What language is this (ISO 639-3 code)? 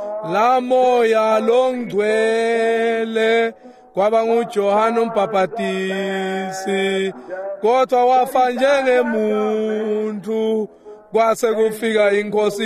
ssw